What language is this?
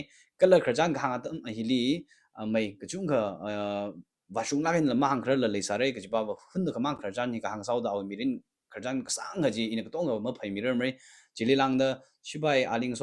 Tangkhul Naga (India)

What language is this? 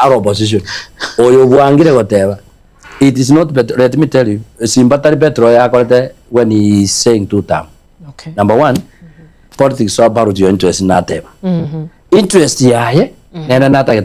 Gusii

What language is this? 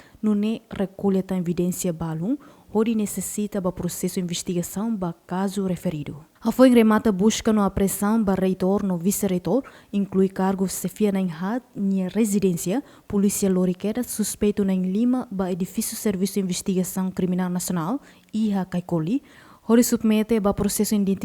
Tetum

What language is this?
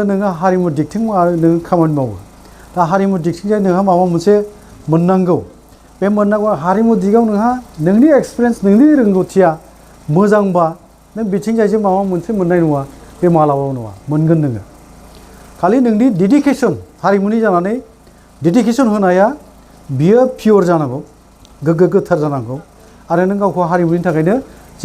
Bodo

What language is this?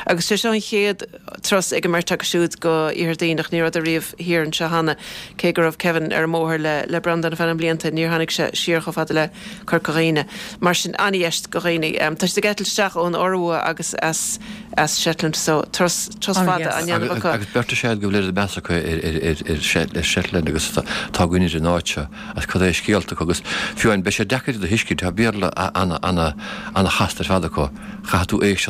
Irish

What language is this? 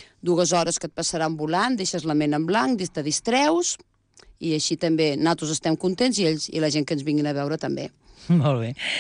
Catalan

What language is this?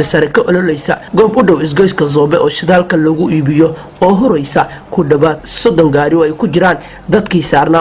Somali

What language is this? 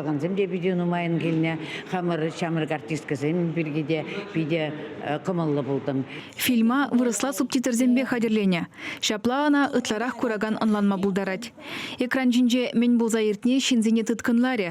Chuvash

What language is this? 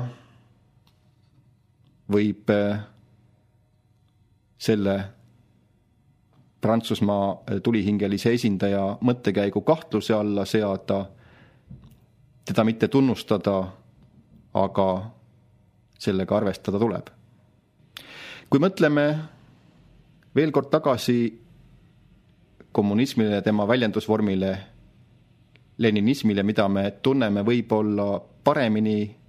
Estonian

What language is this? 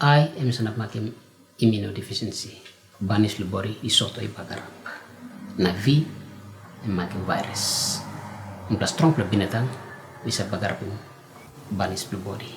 Tok Pisin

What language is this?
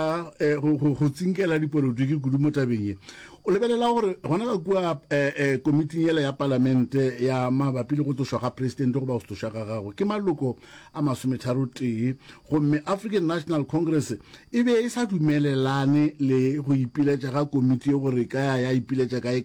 Northern Sotho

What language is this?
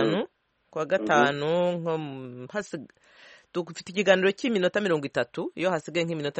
Kinyarwanda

